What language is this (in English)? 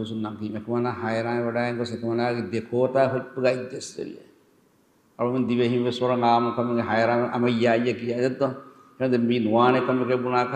Divehi